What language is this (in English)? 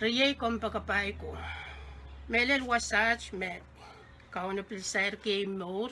Pohnpeian